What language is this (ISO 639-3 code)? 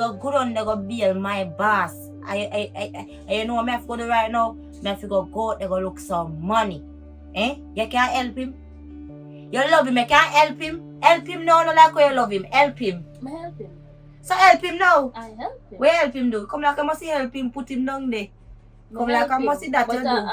jam